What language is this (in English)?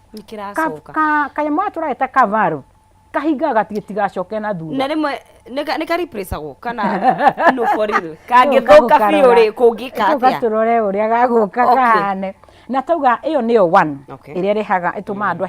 Kikuyu